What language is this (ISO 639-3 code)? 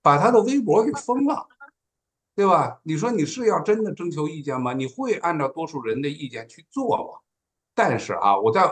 zho